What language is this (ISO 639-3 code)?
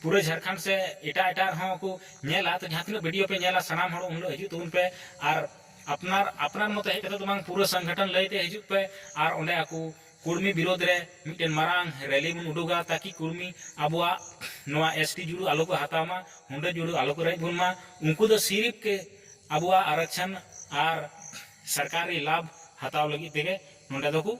sat